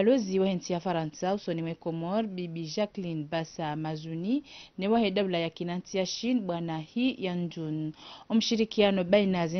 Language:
Ngazidja Comorian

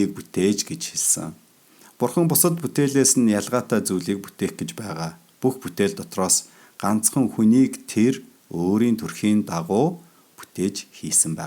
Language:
Mongolian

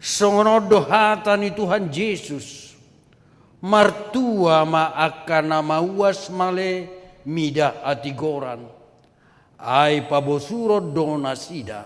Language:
Batak Toba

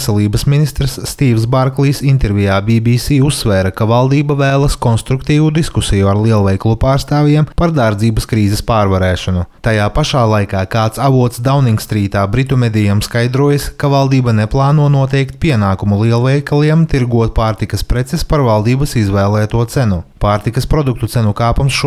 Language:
Latvian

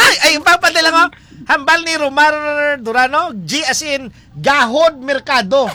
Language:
Hiligaynon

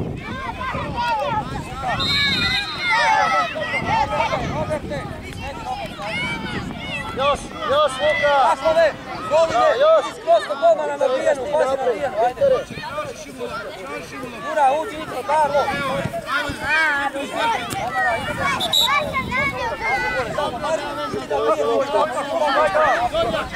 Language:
Croatian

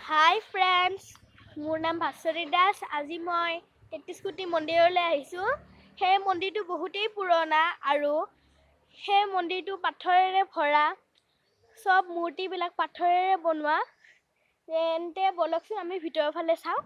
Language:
Assamese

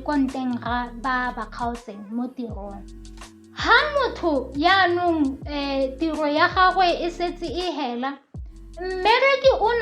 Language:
Tswana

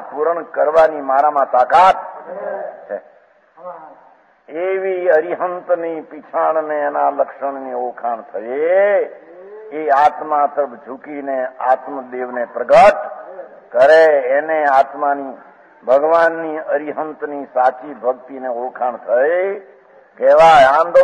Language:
Gujarati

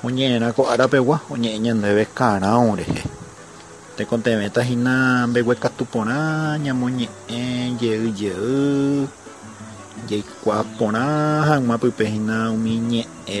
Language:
Guarani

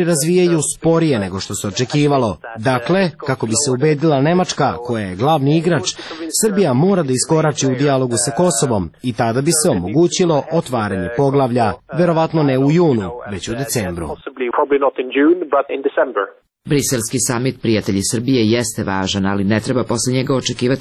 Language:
Serbian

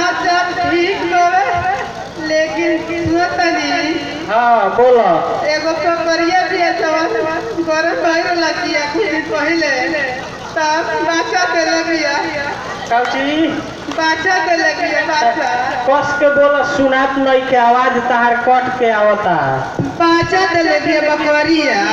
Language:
Bhojpuri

